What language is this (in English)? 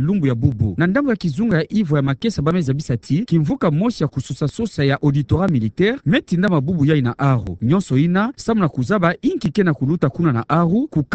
Kituba (Democratic Republic of Congo)